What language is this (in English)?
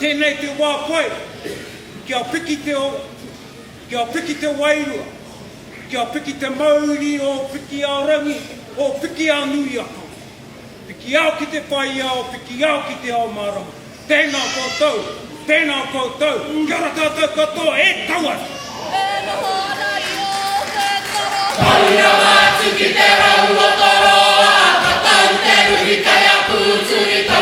Māori